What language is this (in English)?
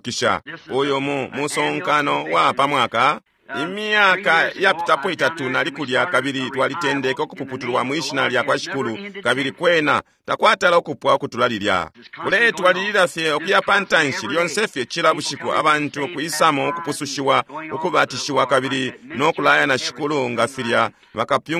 Bemba